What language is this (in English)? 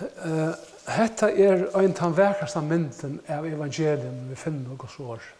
Faroese